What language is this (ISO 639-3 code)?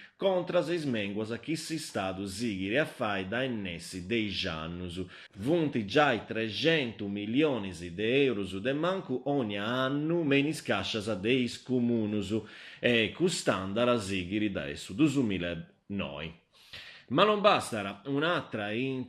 srd